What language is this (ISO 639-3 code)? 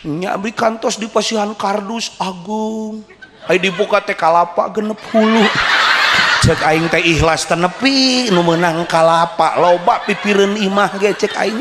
sun